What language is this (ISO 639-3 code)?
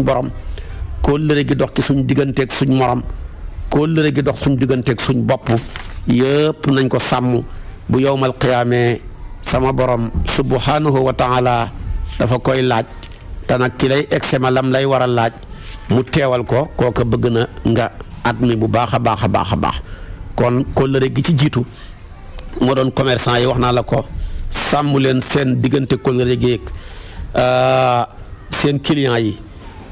wol